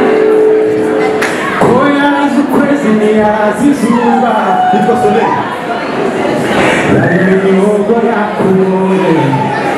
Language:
Kinyarwanda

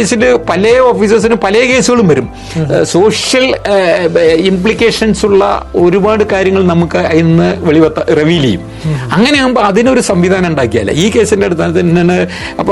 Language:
Malayalam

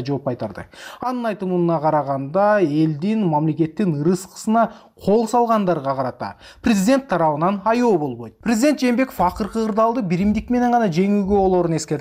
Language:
Kyrgyz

